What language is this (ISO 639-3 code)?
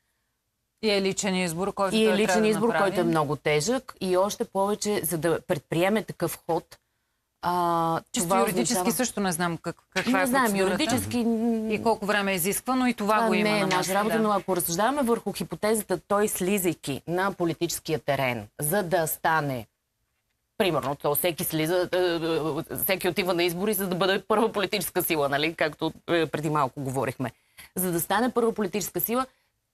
bul